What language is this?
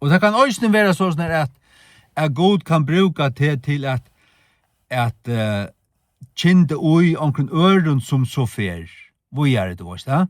Faroese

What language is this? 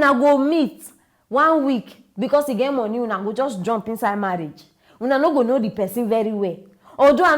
Nigerian Pidgin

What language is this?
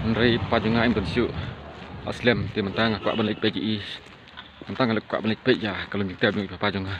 Khasi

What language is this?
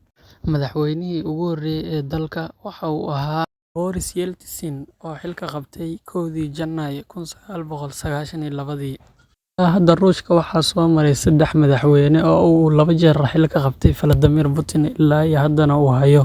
Somali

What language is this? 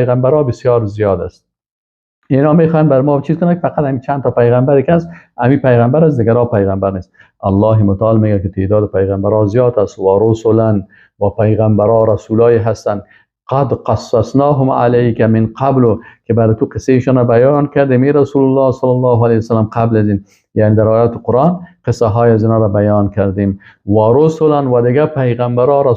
Persian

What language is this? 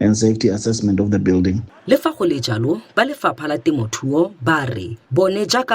Northern Sotho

